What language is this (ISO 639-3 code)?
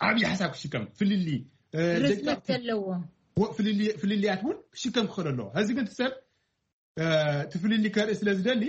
tir